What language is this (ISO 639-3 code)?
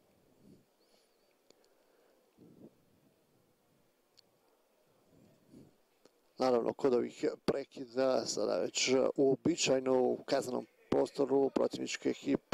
hrv